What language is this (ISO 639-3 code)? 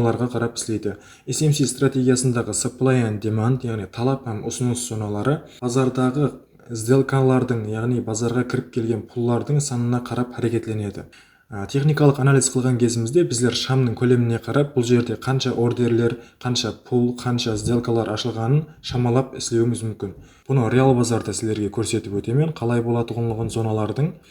kaa